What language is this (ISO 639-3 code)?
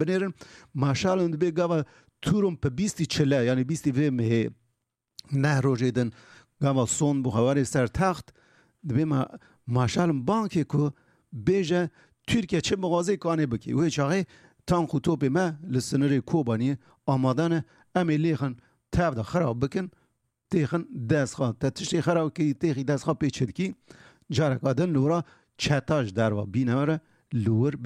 kur